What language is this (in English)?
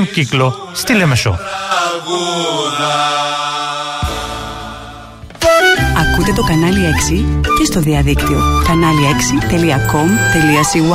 Greek